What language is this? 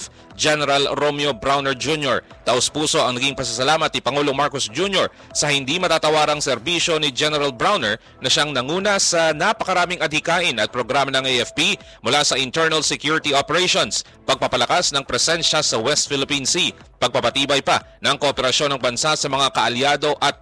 Filipino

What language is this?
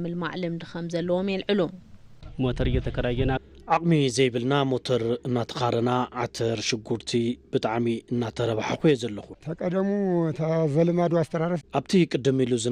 Tigrinya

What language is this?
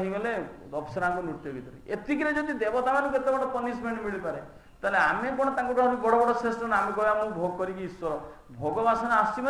Odia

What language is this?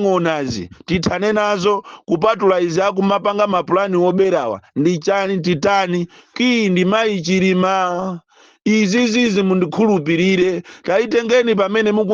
Nyanja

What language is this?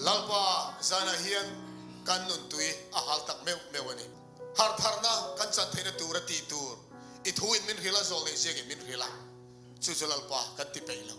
Mizo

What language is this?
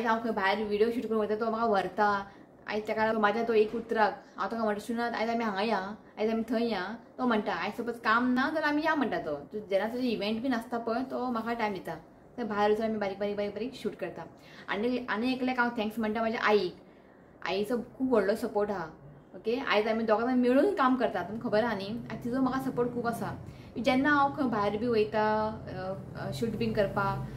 Konkani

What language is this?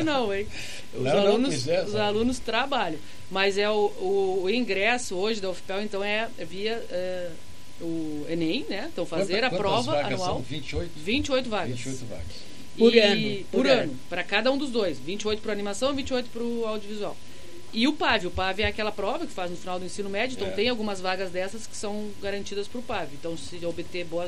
Portuguese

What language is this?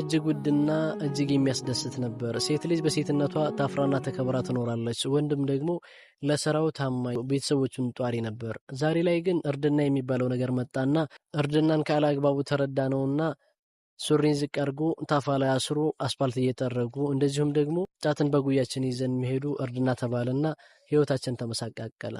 Amharic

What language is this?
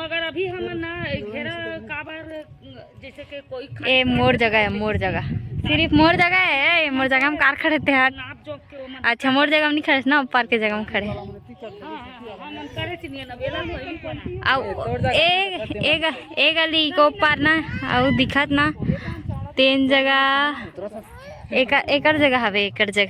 Chhattisgarhi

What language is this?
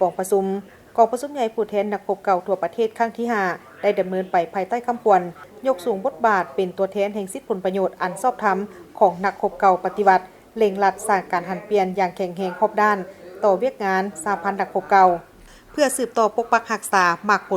Lao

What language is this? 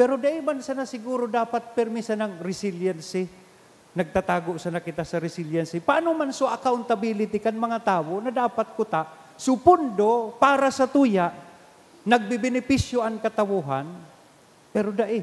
Bikol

